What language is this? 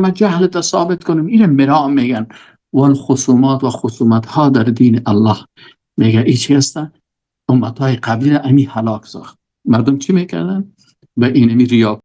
Persian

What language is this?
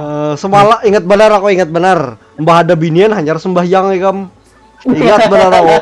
Banjar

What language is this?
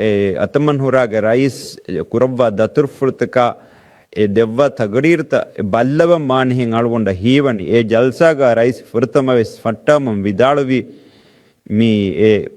Divehi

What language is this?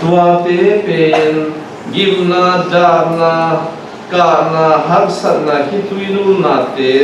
Tedim Chin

